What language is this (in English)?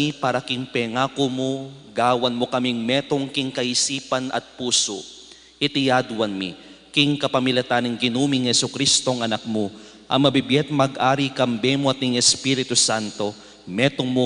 Pampanga